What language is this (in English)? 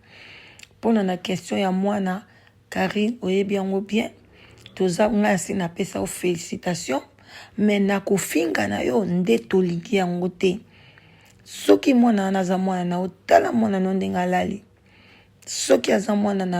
Lingala